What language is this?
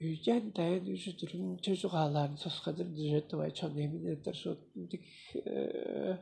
Tuvinian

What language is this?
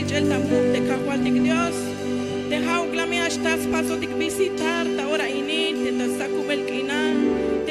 Tzeltal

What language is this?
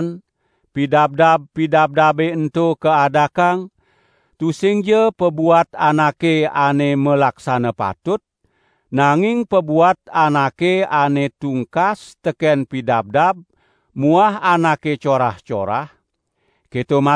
Balinese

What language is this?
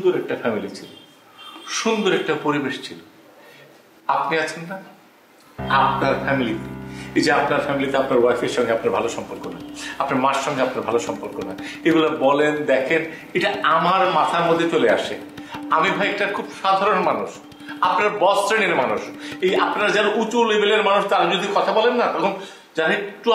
Bangla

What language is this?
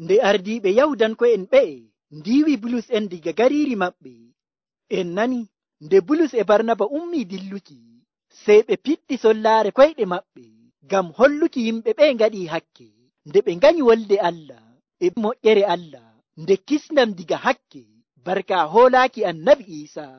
Nigerian Fulfulde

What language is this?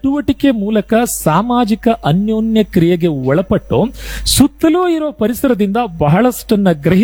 Kannada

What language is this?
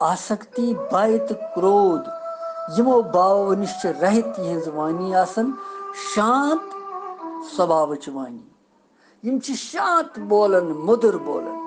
Kashmiri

